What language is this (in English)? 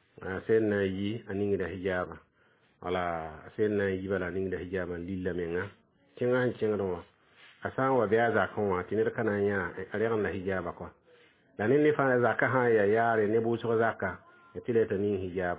Mossi